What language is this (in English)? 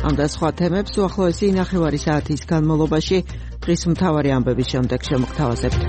Georgian